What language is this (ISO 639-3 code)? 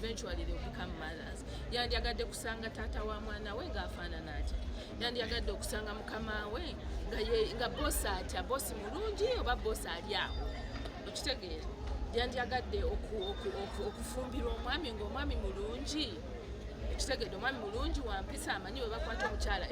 lug